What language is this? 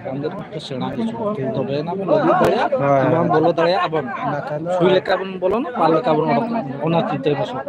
Santali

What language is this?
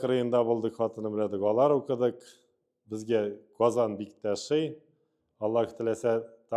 Tatar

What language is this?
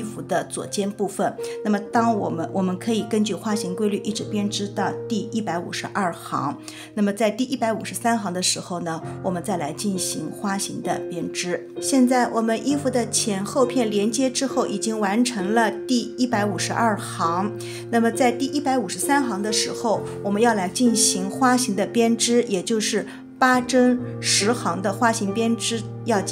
Chinese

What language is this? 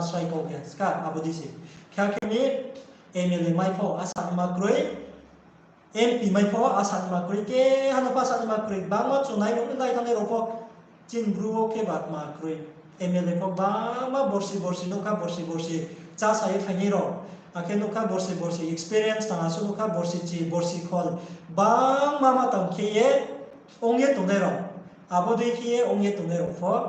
Riang (India)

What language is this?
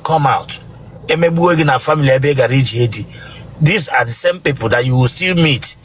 Igbo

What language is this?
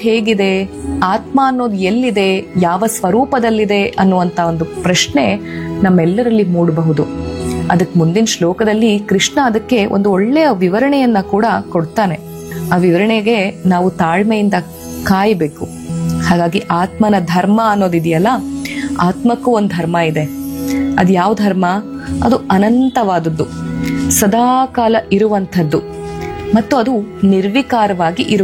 Kannada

